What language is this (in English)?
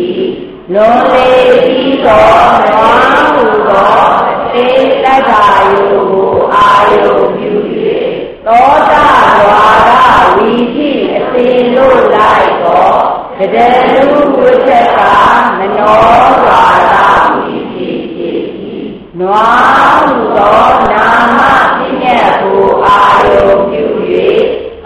Burmese